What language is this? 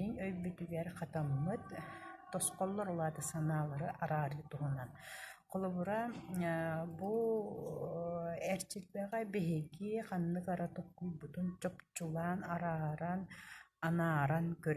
Yakut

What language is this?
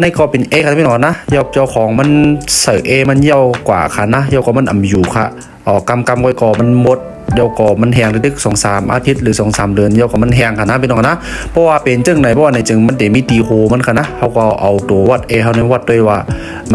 Shan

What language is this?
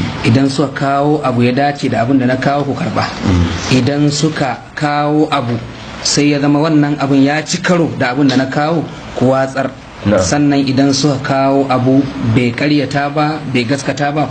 Hausa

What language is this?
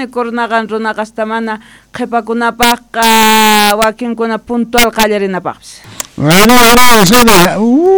Quechua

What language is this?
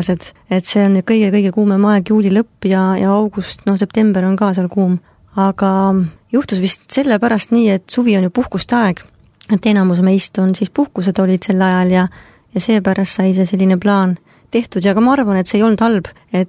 Estonian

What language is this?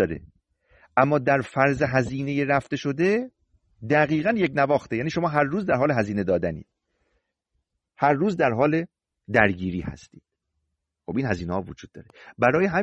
Persian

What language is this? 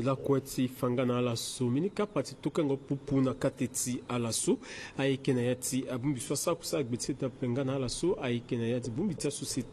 Sango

